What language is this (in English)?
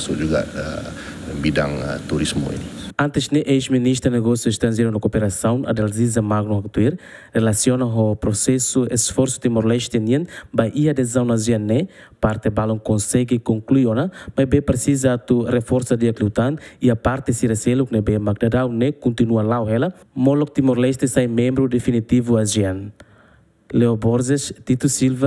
Tetum